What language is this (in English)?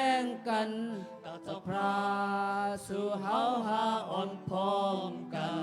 Shan